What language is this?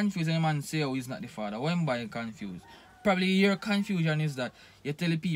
Jamaican Creole English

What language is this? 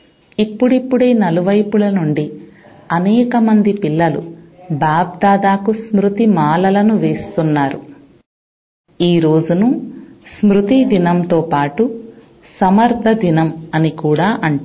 Telugu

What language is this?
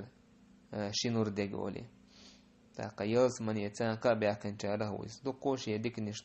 Chechen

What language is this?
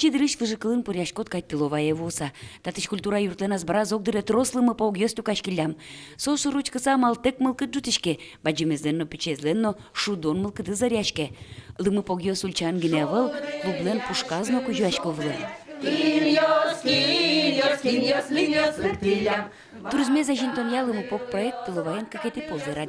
Udmurt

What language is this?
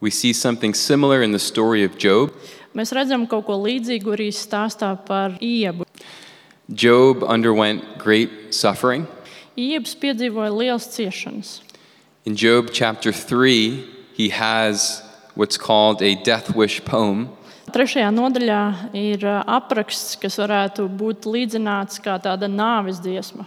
Latvian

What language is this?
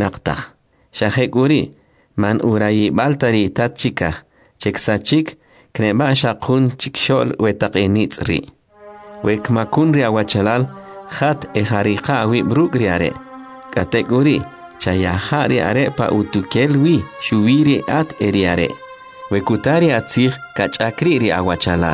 Kʼicheʼ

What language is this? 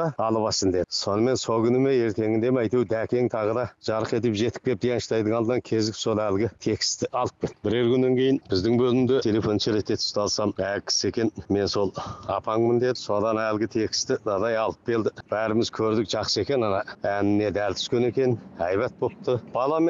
Kazakh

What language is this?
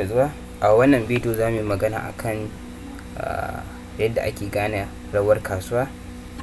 Hausa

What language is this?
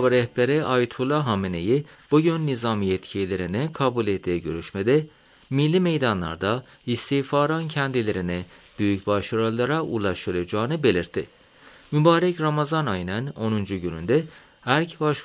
Turkish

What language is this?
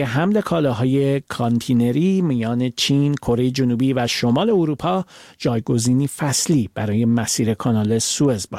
Persian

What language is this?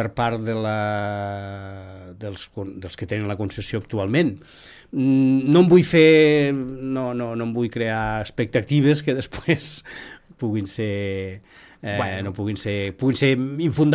Catalan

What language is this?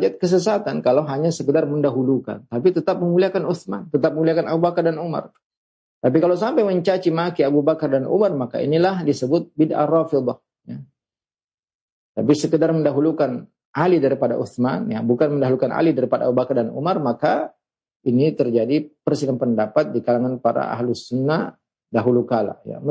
Indonesian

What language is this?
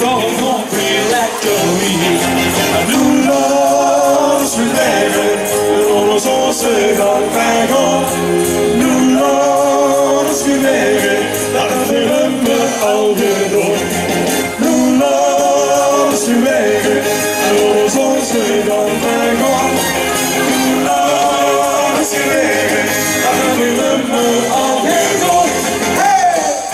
Limburgish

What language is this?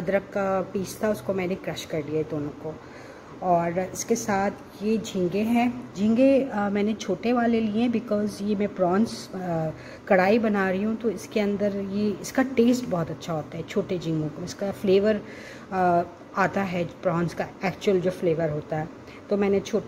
Hindi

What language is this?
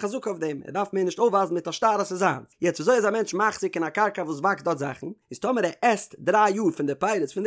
Yiddish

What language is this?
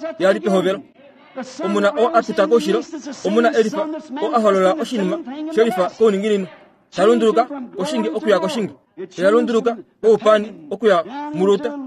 Kuanyama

